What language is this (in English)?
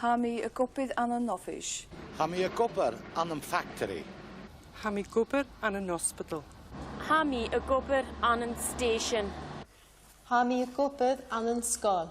Scottish Gaelic